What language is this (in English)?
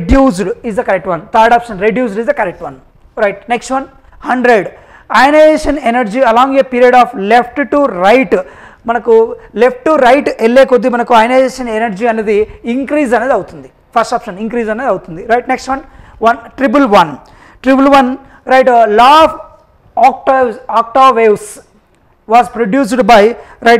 Telugu